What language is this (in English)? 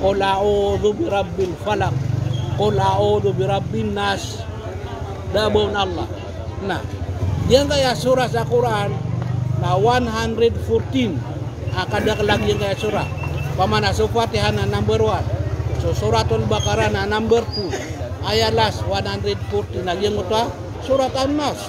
Maranao